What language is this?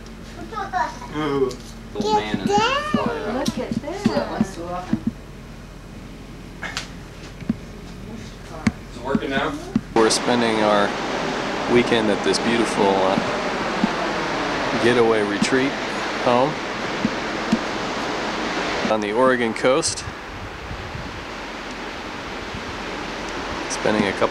English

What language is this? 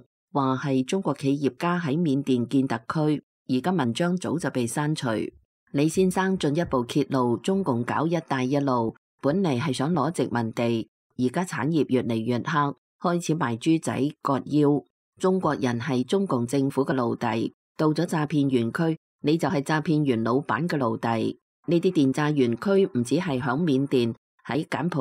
Cantonese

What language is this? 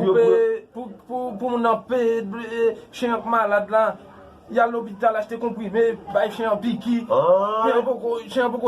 Haitian Creole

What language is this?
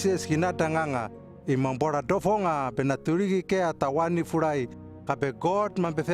Hano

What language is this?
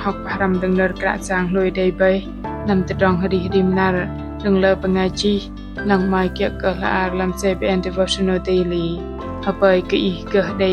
Bahnar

